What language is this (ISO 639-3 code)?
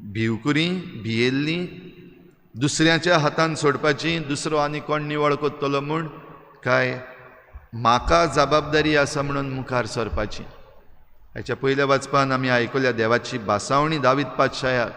kok